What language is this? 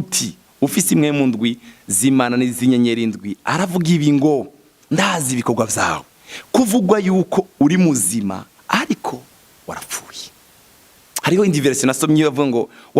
Rundi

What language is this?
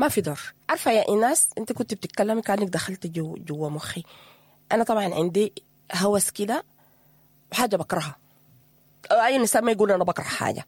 Sudanese Arabic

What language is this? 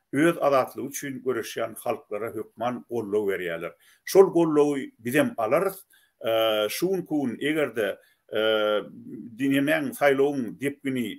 Turkmen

